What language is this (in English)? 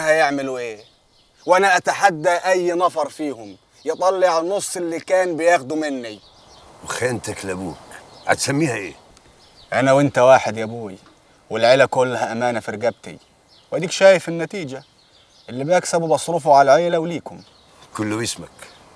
Egyptian Arabic